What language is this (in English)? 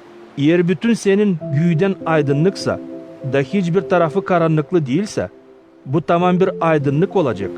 Gagauz